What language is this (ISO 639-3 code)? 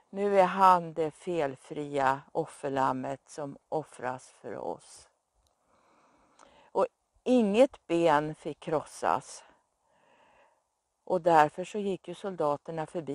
swe